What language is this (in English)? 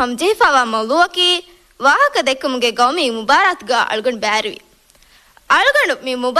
Divehi